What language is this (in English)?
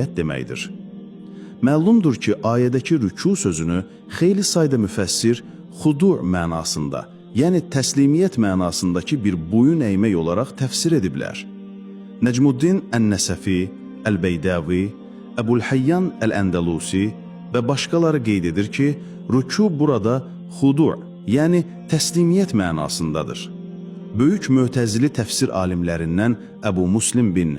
Azerbaijani